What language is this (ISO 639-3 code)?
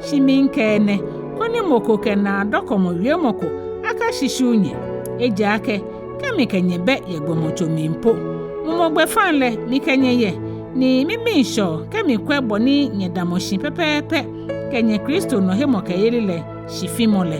gaa